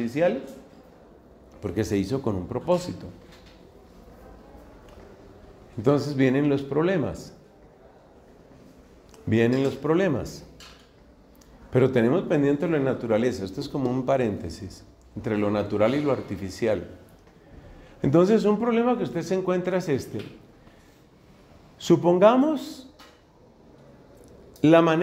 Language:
Spanish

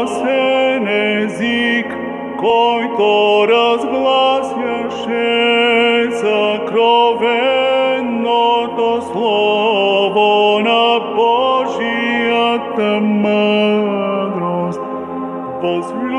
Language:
Bulgarian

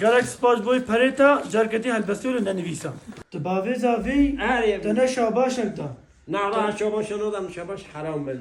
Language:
Kurdish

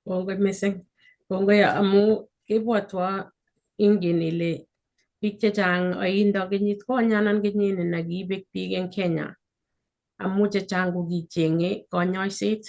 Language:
Kalenjin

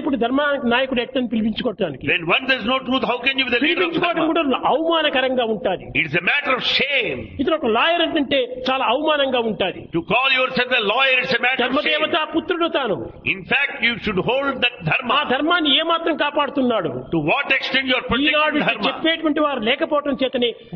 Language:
Telugu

